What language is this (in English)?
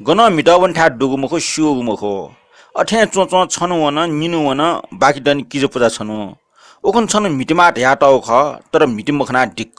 Newari